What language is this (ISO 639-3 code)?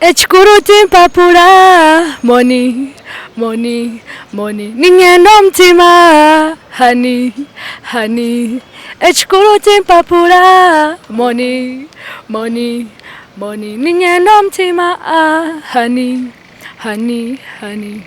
nyn